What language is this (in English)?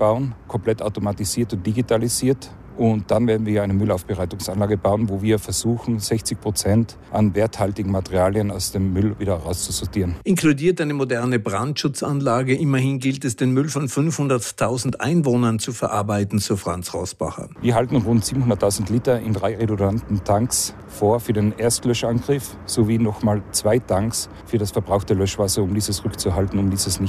German